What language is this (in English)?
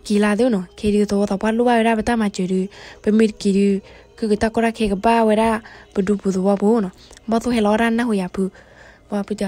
S'gaw Karen